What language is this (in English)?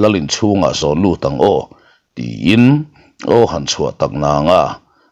Mizo